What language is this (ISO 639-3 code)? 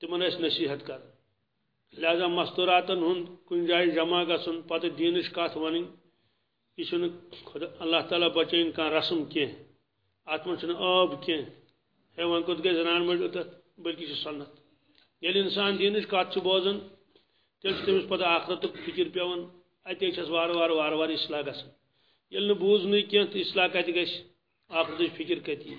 kas